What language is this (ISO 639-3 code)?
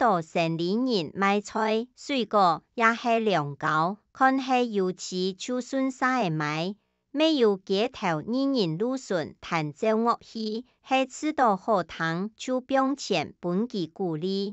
hak